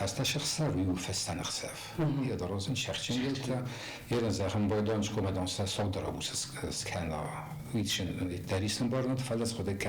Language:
Ossetic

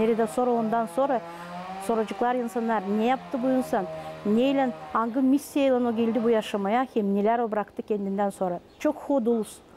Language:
Gagauz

